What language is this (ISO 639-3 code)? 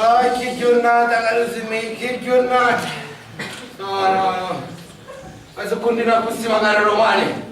scn